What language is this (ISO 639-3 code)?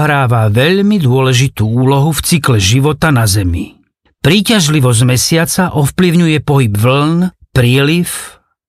slk